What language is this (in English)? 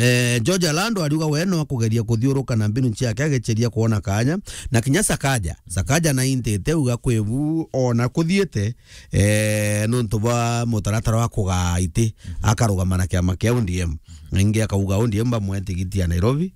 Meru